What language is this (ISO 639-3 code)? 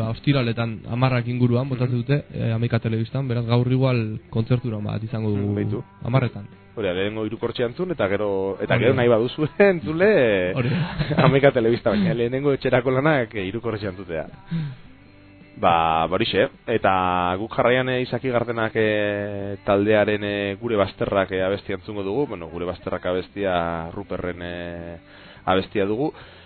eus